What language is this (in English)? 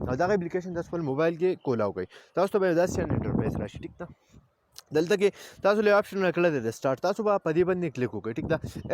Pashto